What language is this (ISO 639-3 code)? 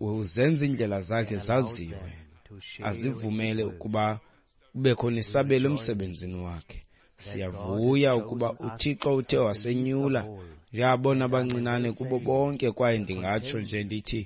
xho